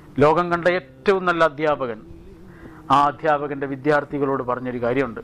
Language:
Malayalam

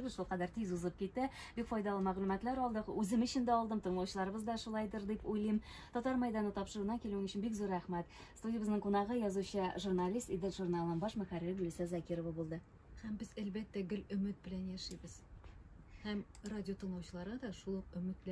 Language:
Tatar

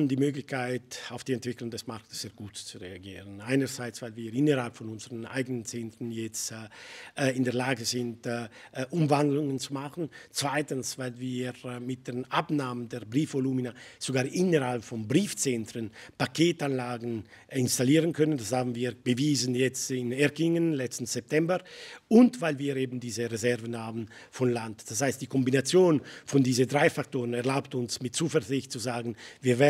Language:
Swiss German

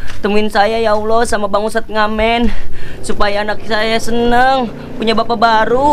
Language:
Betawi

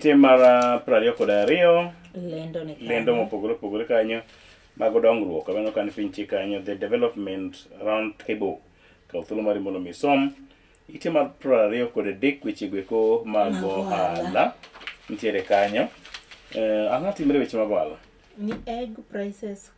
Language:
Luo (Kenya and Tanzania)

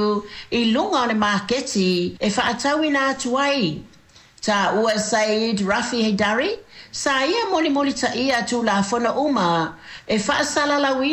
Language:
Samoan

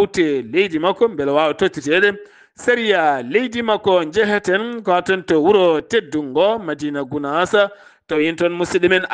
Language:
Fula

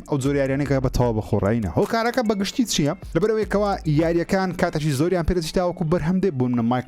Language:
Central Kurdish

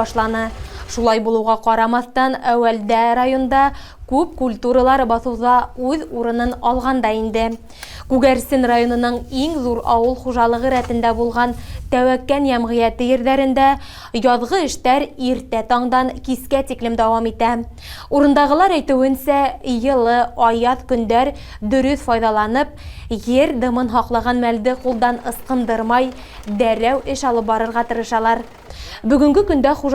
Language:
Bashkir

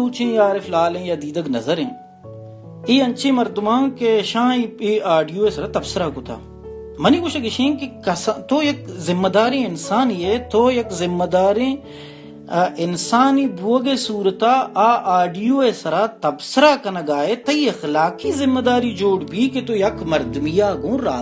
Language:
Baluchi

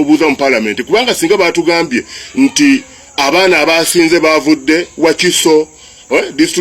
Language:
Ganda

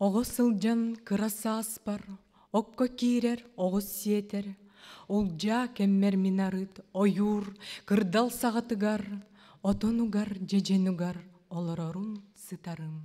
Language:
Yakut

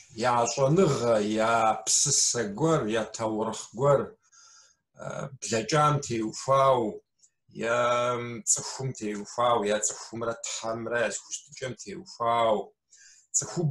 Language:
Kabardian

